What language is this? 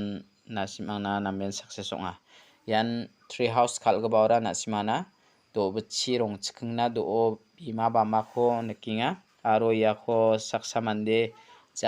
Garo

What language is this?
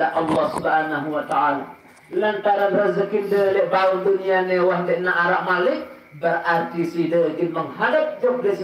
Sasak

